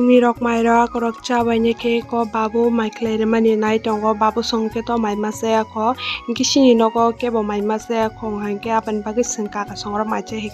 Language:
Kok Borok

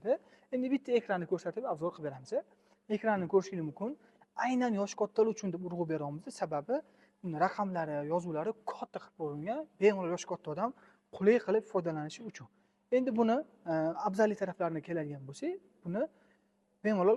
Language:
Uzbek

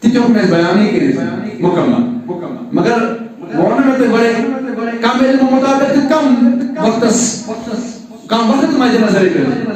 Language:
Kashmiri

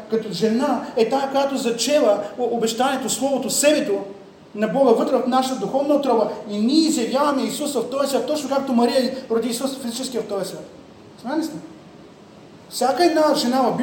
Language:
Bulgarian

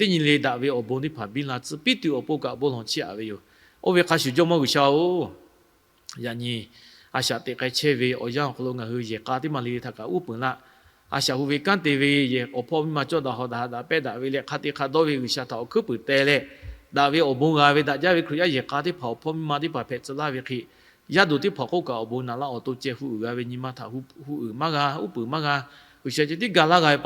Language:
Lahu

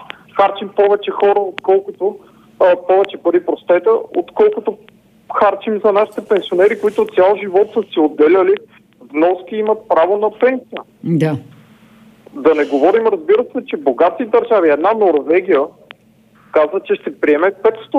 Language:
Bulgarian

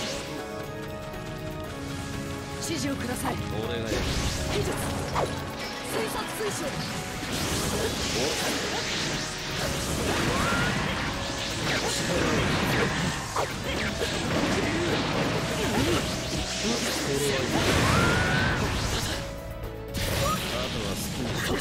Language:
Japanese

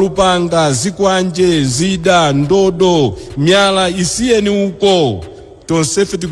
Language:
Nyanja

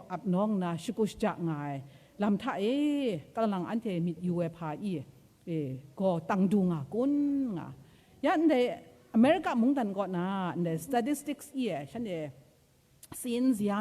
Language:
Kachin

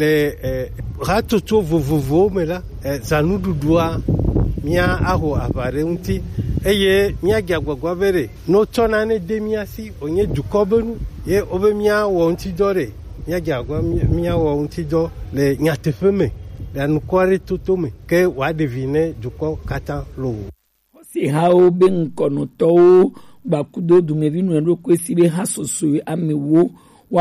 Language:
Gen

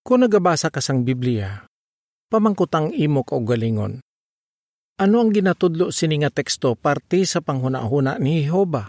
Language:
Hiligaynon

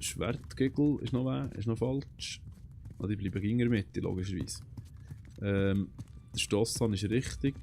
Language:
Swiss German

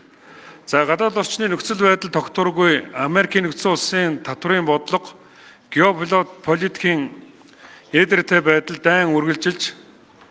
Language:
Mongolian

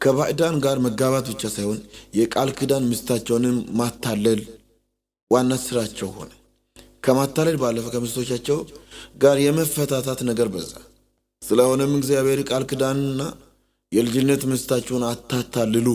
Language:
Amharic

